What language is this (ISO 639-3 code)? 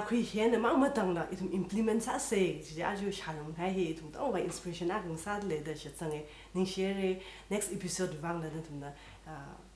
nmf